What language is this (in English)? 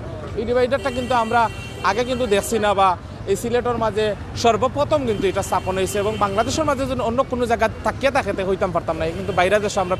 Sylheti